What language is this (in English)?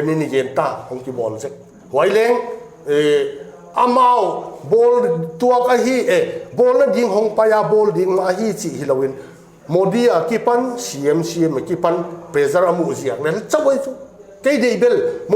Paite Chin